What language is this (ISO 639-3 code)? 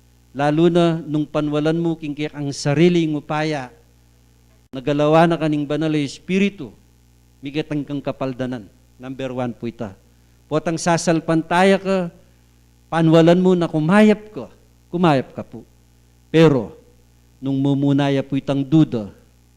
pam